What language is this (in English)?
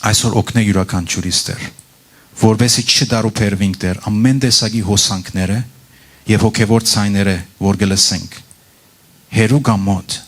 Western Armenian